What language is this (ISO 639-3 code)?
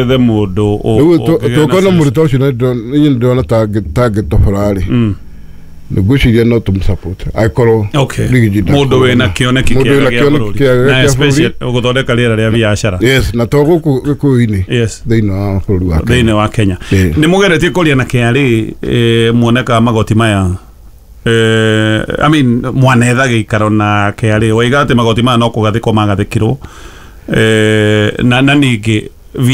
kik